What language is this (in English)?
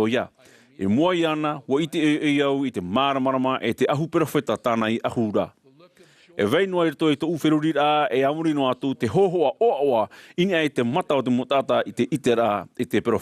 Tahitian